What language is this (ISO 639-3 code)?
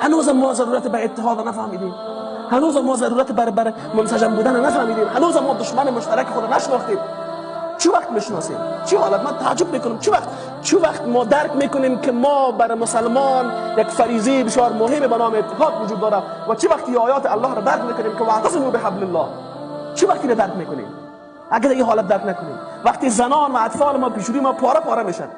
fas